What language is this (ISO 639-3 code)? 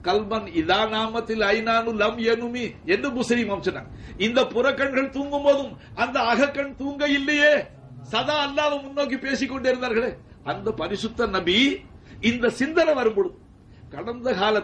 tam